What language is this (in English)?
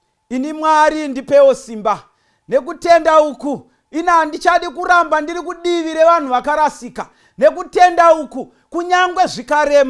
Shona